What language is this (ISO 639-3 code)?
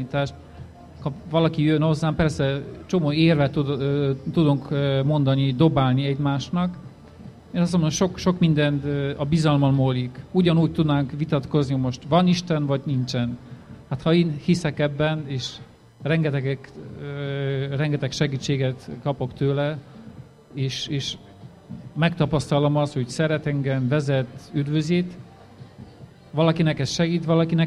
hun